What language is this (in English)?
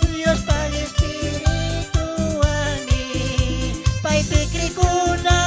Chimborazo Highland Quichua